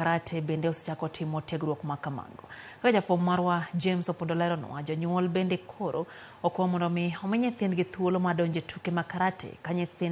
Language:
Luo (Kenya and Tanzania)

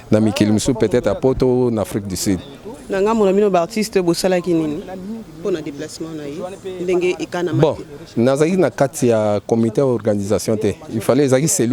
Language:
Lingala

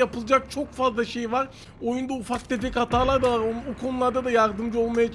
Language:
Turkish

